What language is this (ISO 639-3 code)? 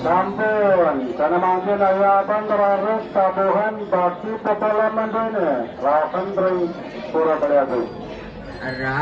ban